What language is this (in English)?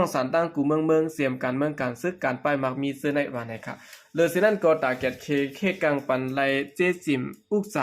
Shan